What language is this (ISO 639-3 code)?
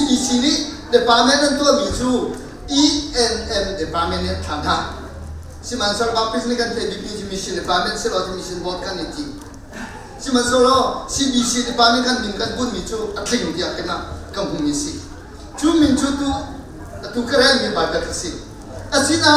cnh